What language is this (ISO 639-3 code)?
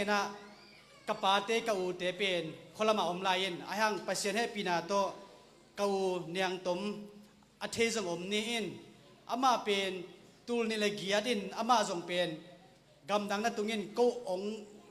ctd